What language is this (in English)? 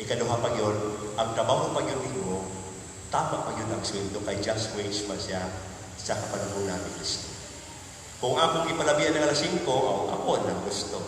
Cebuano